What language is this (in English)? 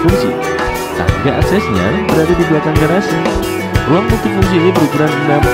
Indonesian